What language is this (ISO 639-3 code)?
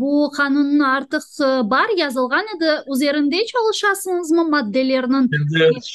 crh